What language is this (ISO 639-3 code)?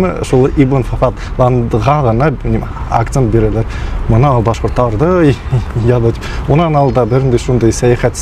bak